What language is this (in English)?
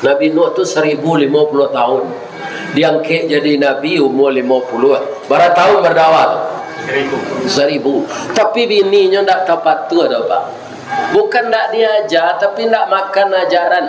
Minangkabau